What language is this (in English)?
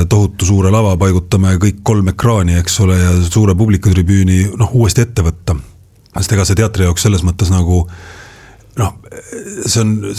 Estonian